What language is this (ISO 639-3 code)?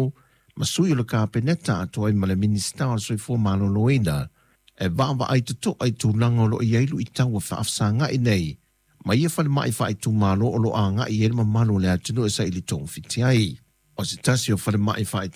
smo